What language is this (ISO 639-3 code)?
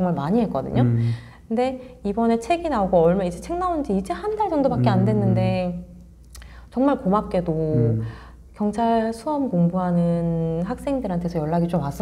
kor